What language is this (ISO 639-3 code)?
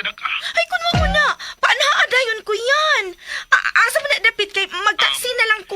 ceb